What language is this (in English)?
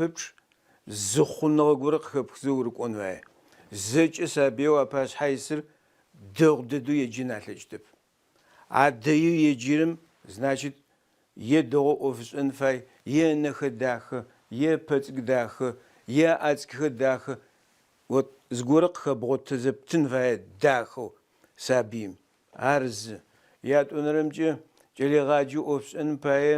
Adyghe